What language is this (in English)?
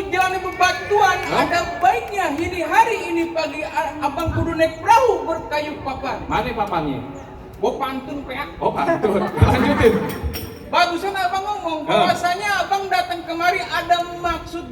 Betawi